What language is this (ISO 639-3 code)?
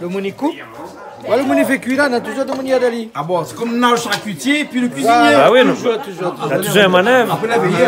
rcf